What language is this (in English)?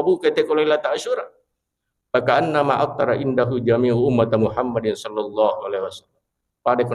Buginese